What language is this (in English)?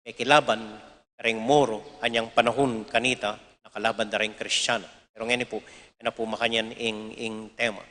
Pampanga